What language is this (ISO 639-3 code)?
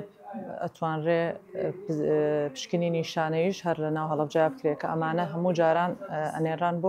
ckb